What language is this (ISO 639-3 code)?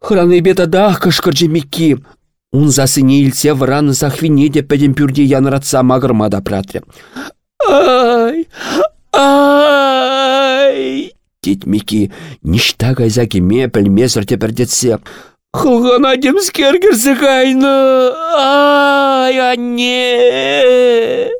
chv